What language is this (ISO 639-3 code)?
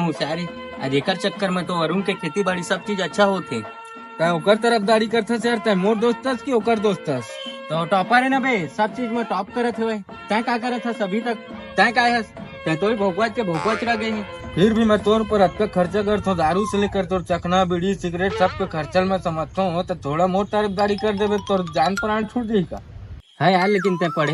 hne